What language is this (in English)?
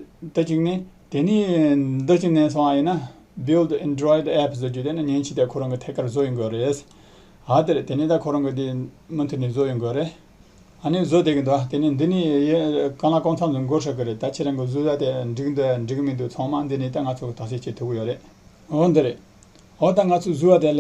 Tibetan